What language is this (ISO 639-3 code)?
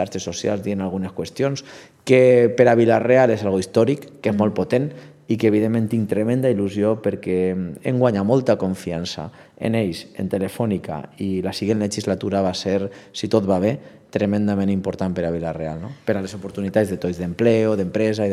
cat